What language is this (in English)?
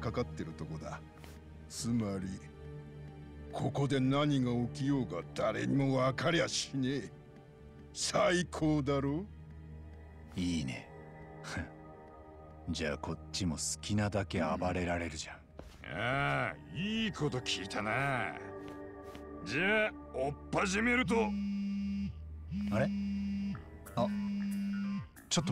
Japanese